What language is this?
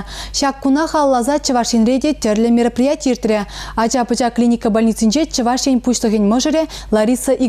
Chuvash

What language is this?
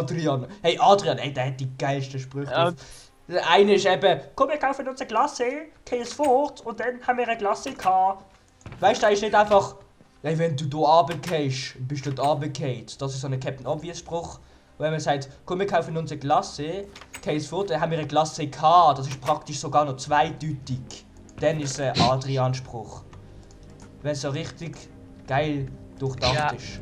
Swiss German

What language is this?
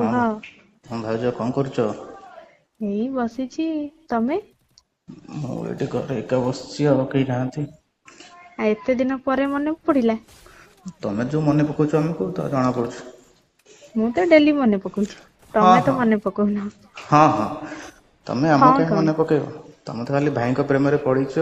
Odia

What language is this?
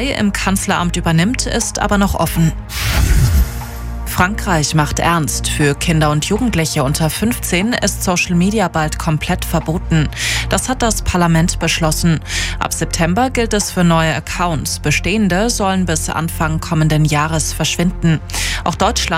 German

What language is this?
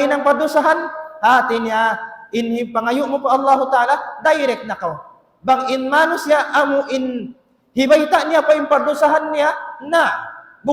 Tausug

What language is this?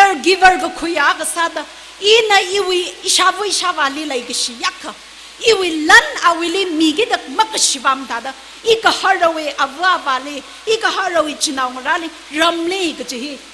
Tangkhul Naga (India)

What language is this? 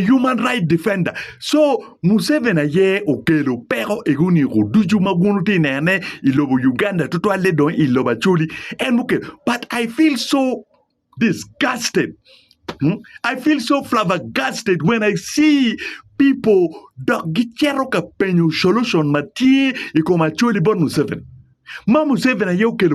Acoli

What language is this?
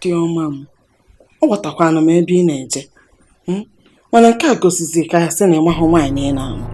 Igbo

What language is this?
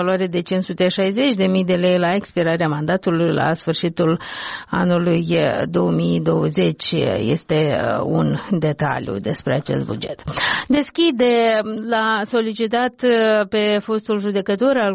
Romanian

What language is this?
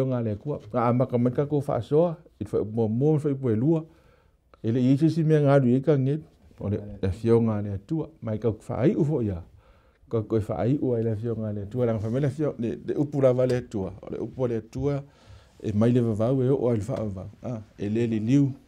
Samoan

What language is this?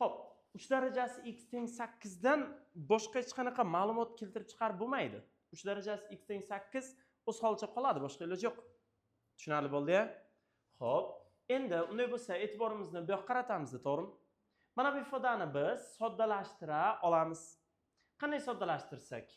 Uzbek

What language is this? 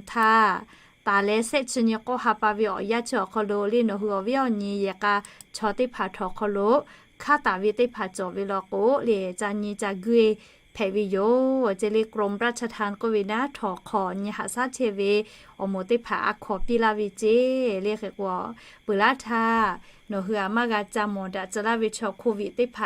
Lahu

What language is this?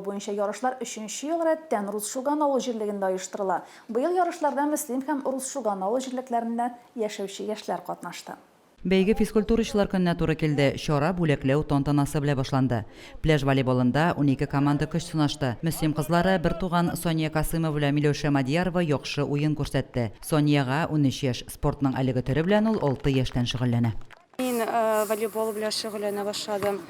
Tatar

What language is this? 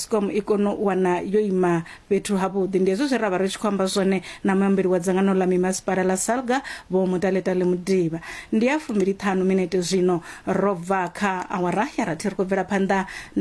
Venda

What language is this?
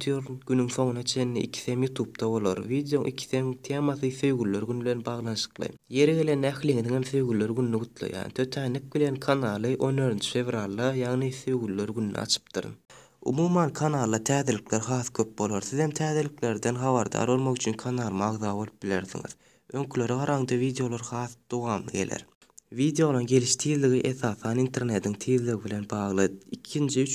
Turkmen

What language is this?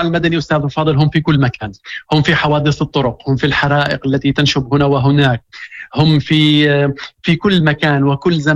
Moroccan Arabic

